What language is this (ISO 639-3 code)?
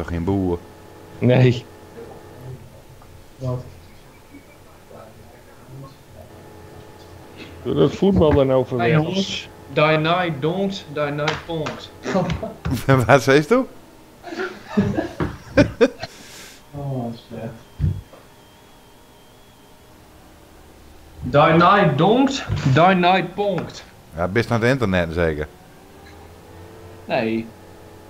nld